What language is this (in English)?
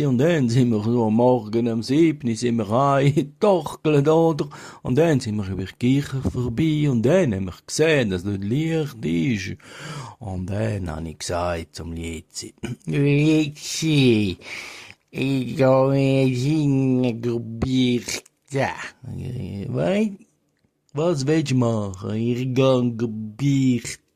Swiss German